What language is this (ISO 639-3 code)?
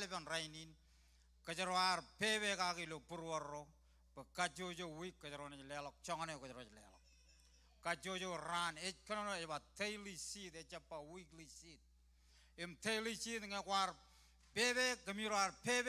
mah